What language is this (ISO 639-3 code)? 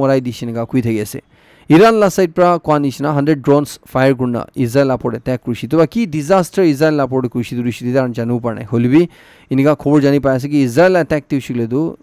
nag